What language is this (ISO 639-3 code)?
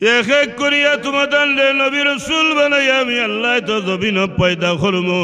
syl